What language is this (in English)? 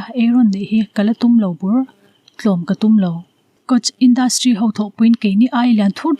Mizo